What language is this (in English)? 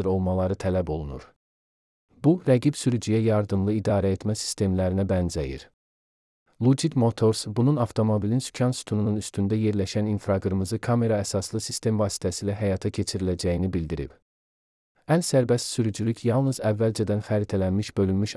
Azerbaijani